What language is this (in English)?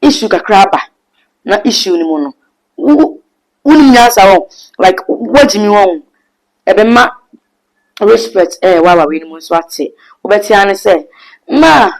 Akan